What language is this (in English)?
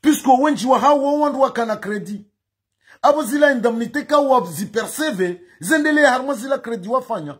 Ngazidja Comorian